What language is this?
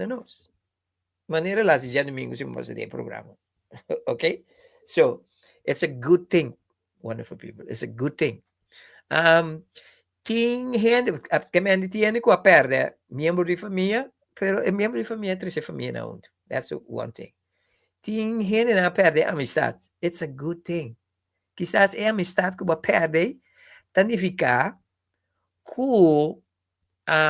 Papiamento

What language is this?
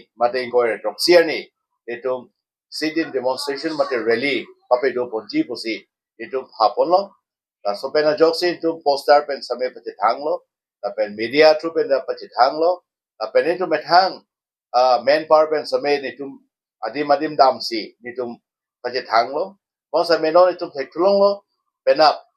Karbi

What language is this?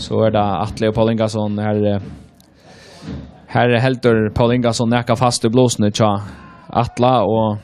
Faroese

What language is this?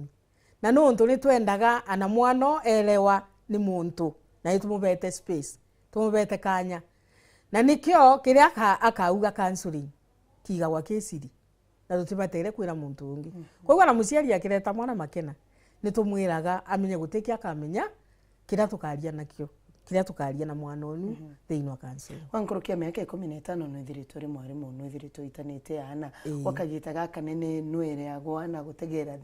Meru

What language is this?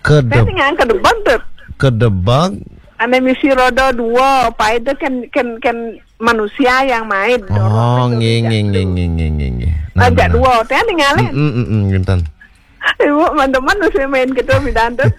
Balinese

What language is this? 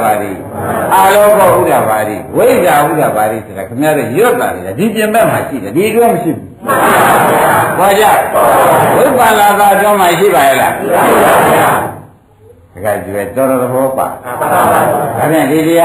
Burmese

